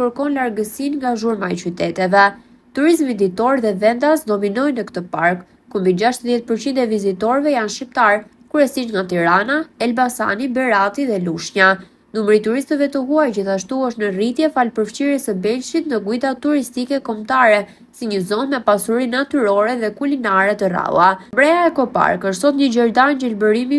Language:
Albanian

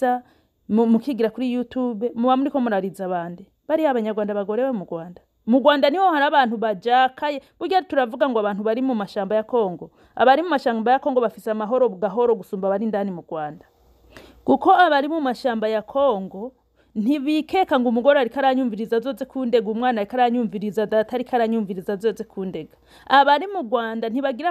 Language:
Rundi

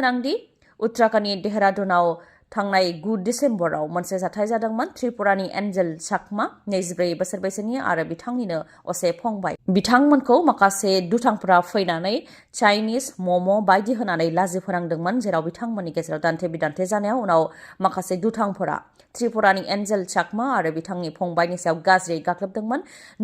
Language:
Bodo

